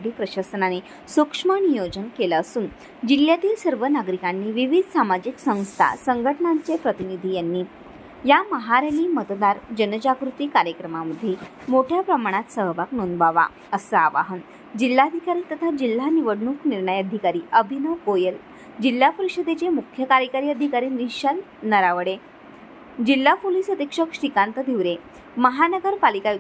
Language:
Marathi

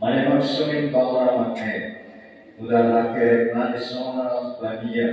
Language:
Tetum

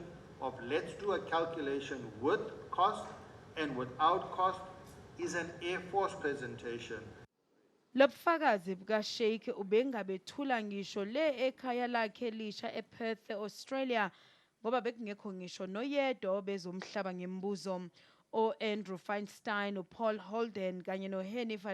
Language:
Zulu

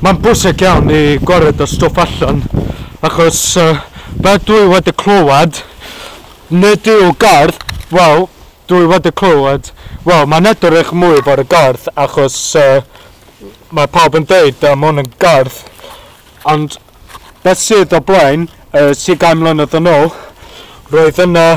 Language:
Welsh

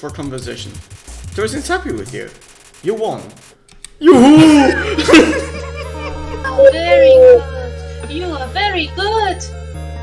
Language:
German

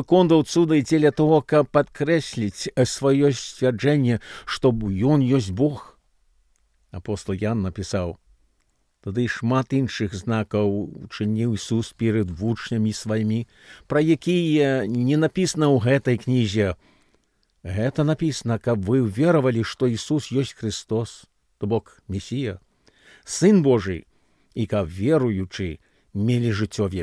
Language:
Belarusian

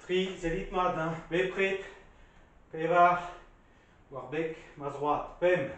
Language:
Breton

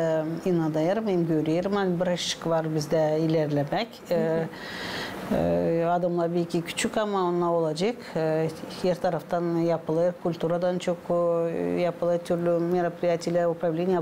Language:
Gagauz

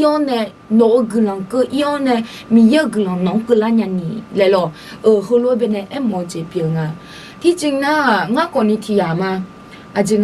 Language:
Akha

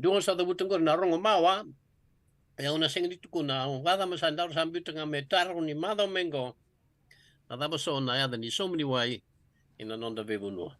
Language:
Fijian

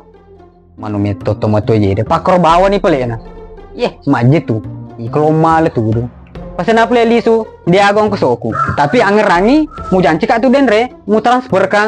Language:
Buginese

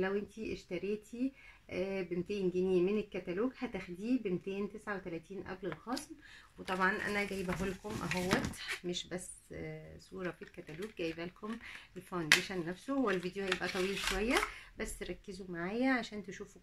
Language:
Egyptian Arabic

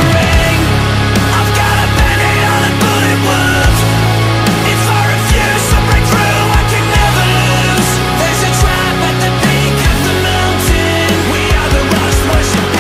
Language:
English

